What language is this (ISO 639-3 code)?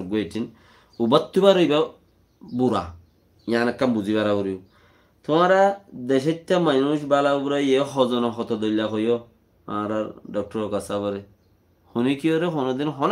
rhg